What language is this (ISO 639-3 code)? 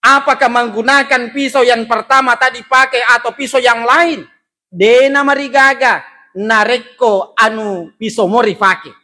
bug